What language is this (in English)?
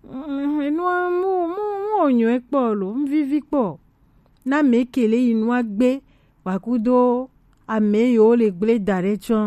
Gen